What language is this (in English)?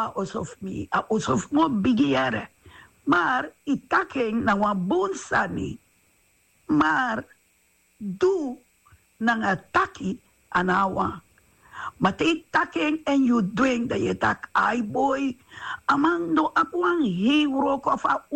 Sranan Tongo